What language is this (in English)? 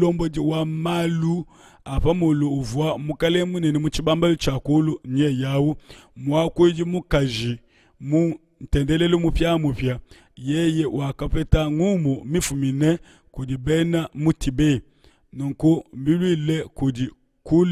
Luba-Lulua